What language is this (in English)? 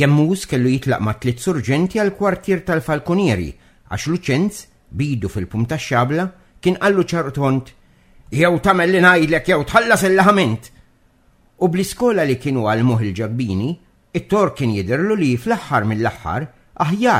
Maltese